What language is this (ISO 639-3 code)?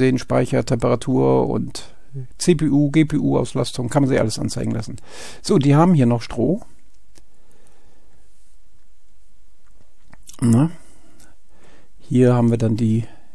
deu